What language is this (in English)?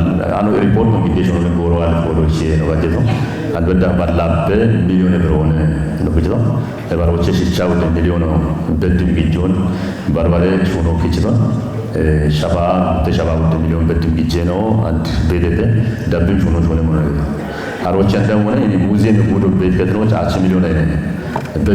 Kafa